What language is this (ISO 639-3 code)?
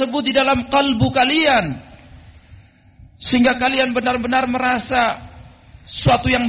ind